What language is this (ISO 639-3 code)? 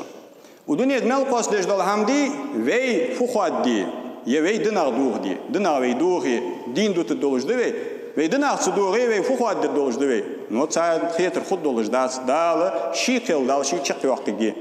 inh